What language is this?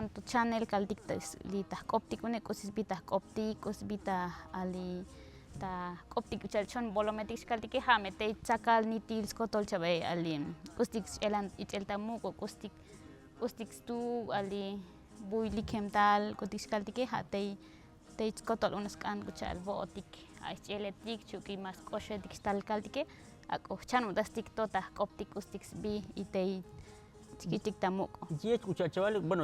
Tzotzil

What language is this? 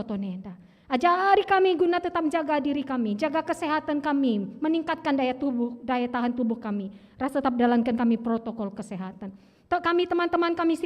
Batak Karo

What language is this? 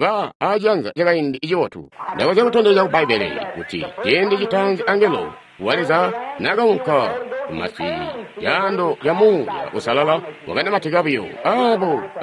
Tonga (Zambia)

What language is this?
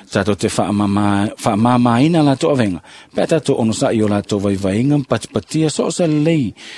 Samoan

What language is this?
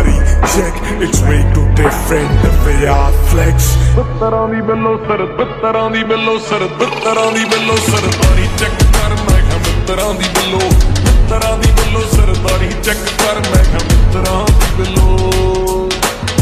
Punjabi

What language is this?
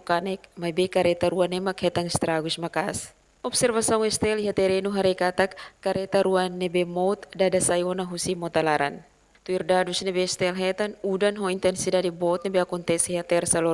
Tetum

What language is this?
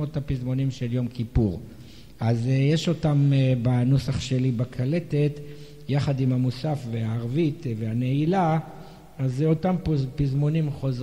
Hebrew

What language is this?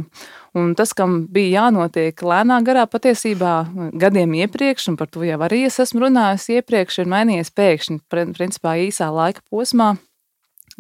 Latvian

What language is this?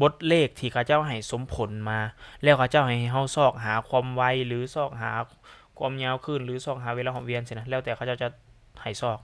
Lao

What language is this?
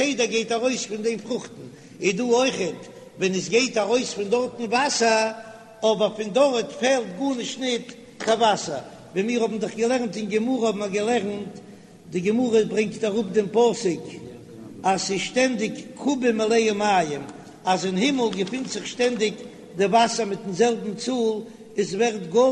Yiddish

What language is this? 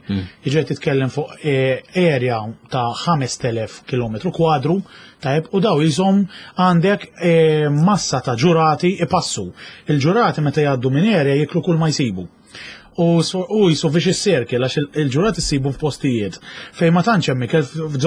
Maltese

